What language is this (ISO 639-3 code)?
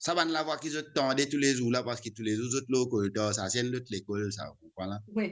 mfe